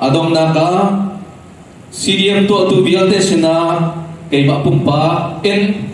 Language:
Hakha Chin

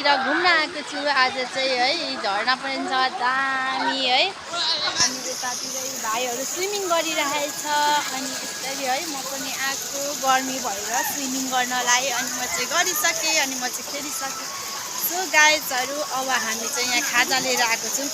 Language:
Nepali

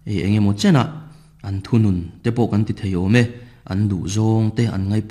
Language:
Mizo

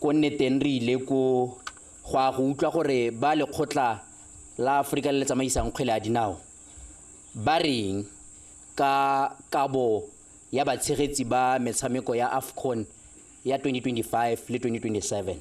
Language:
Tswana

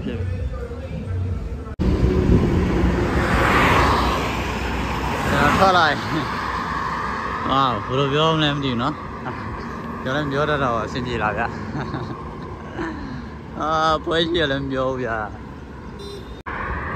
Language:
Burmese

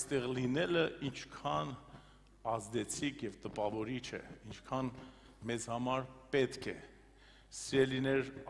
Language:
Armenian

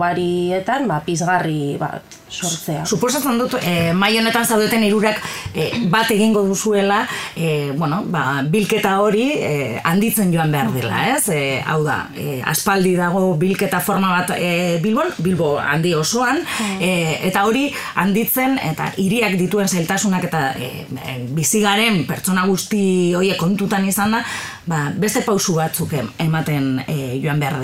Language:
Basque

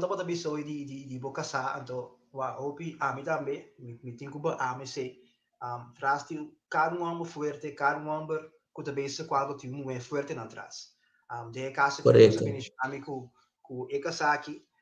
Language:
Papiamento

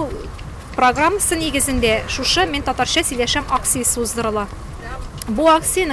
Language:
Tatar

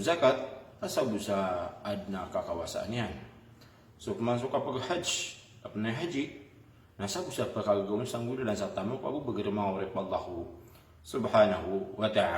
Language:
Maranao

